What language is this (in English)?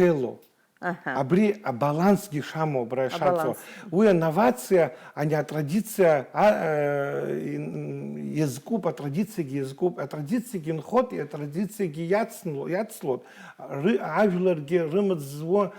Abkhazian